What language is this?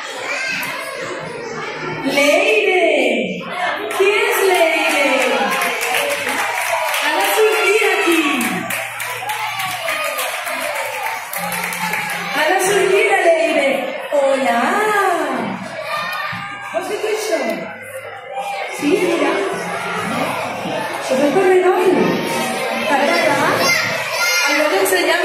Catalan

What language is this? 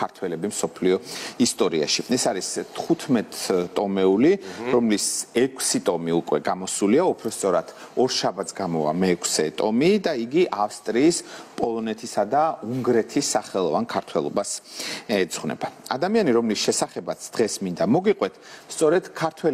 Georgian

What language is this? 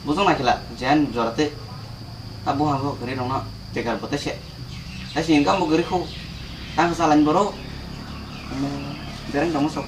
Kok Borok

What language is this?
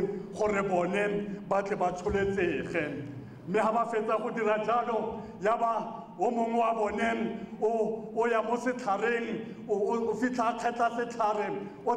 Tswana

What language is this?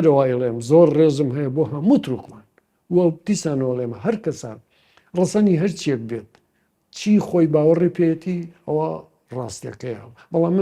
Central Kurdish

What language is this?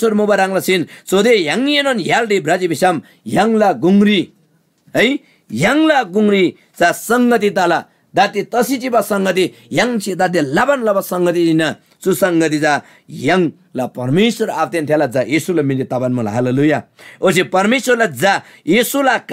Eastern Tamang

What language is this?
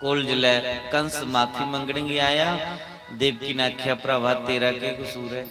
Dogri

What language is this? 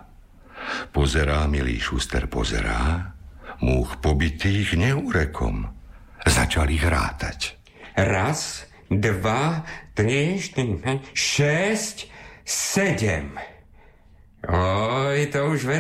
Slovak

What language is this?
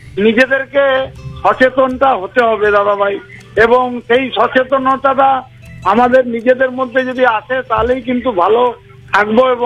Bangla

